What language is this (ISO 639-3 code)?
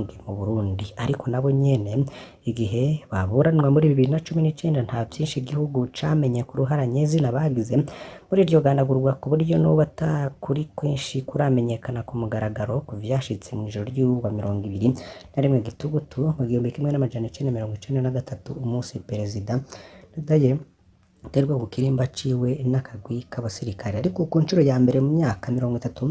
run